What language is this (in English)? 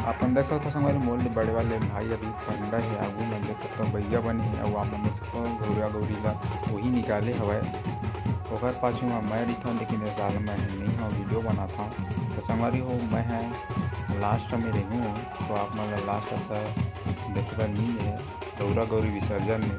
Chhattisgarhi